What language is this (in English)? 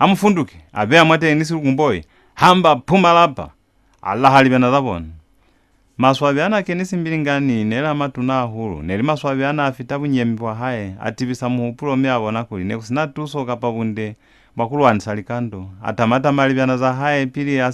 Lozi